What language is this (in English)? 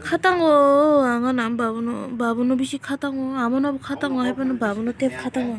Kok Borok